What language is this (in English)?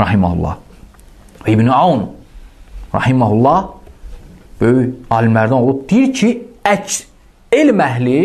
Azerbaijani